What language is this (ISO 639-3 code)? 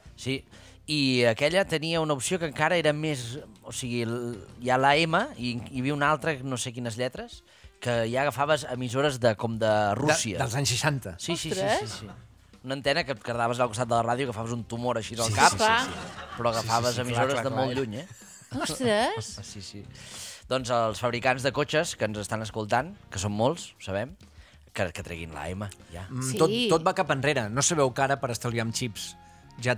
cat